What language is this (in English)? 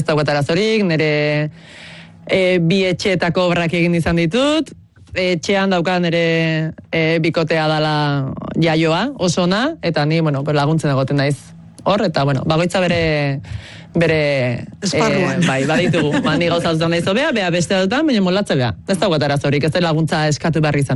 Basque